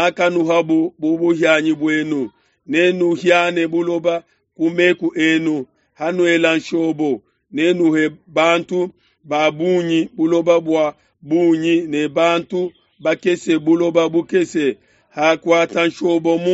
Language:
Luba-Lulua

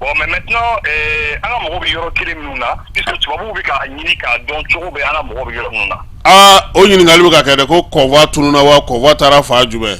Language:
Bambara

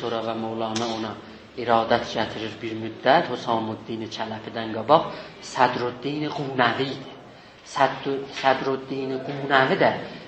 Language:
South Azerbaijani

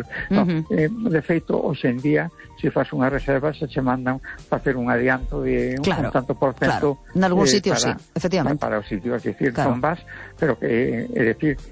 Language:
Galician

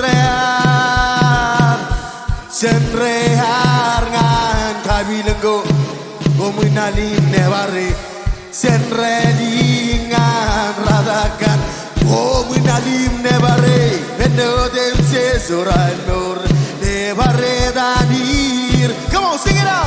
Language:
Marshallese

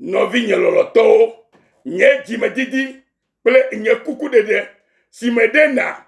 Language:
Ewe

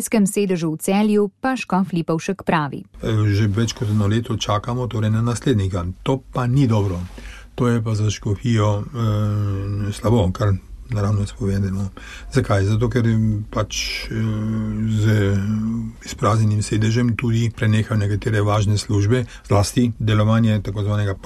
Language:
Slovenian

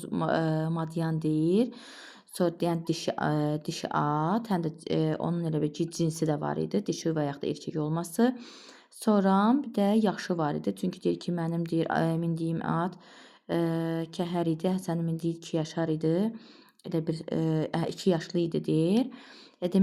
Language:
Azerbaijani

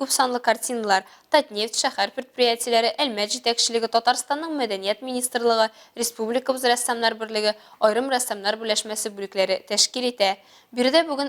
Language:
Tatar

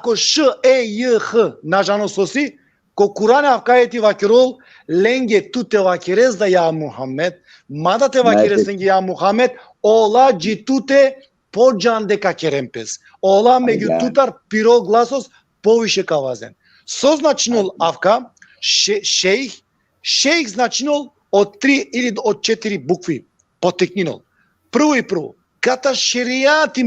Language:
Balkan Romani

